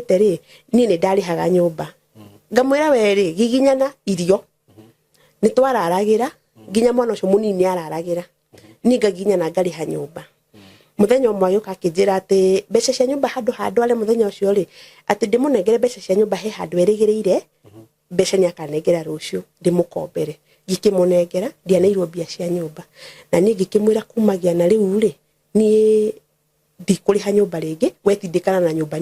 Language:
Kikuyu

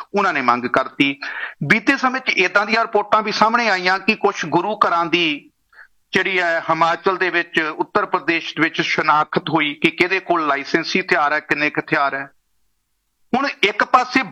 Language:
Punjabi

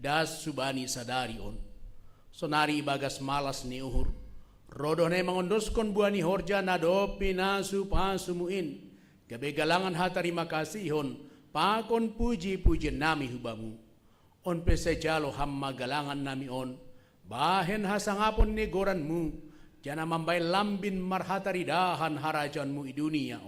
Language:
Batak Simalungun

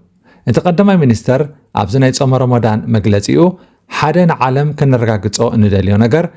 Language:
Tigrinya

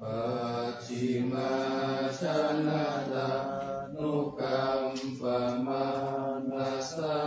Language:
Pali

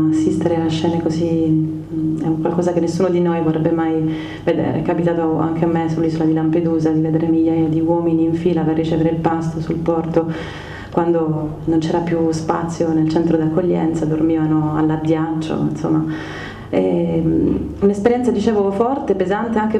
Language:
Italian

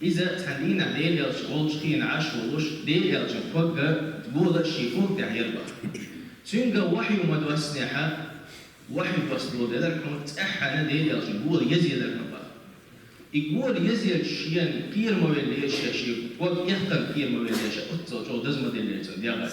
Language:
Chechen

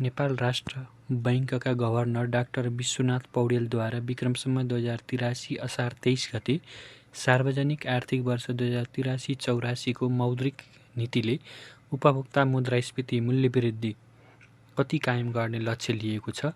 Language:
Nepali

